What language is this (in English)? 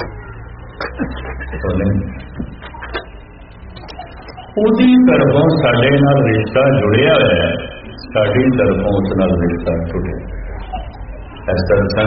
Punjabi